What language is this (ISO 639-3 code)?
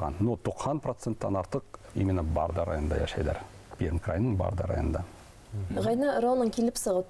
bak